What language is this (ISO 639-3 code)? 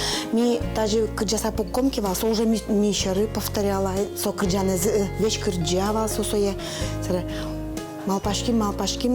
udm